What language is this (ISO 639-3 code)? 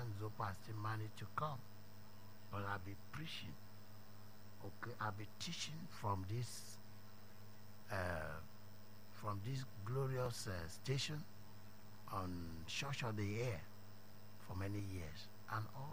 eng